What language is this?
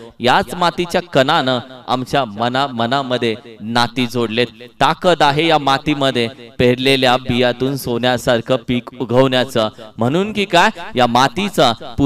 Marathi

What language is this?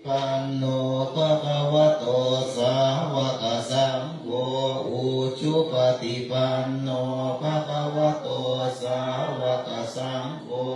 Pali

